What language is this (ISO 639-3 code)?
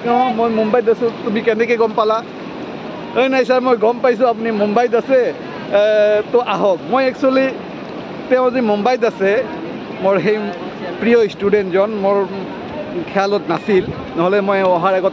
asm